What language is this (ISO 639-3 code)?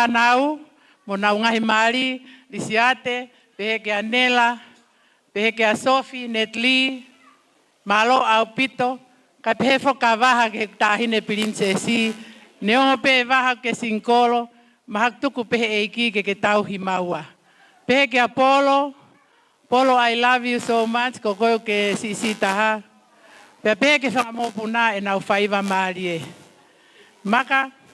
ton